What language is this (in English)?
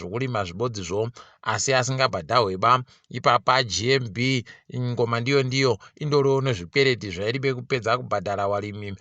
Ndau